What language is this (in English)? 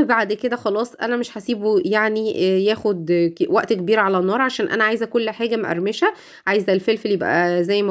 Egyptian Arabic